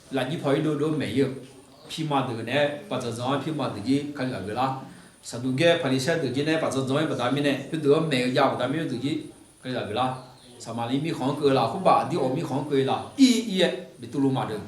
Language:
Akha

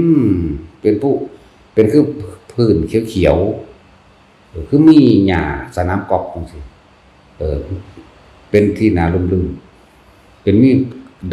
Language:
Lao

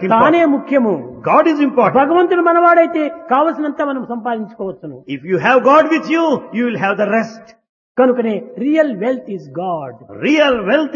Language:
Telugu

